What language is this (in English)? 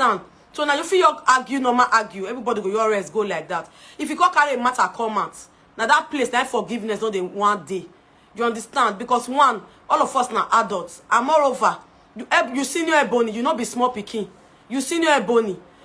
Nigerian Pidgin